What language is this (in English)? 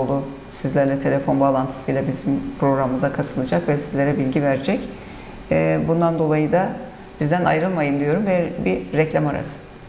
Turkish